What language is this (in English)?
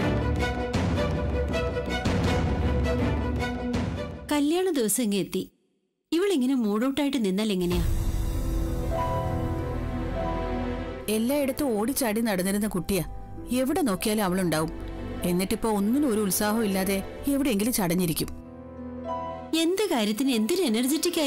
Malayalam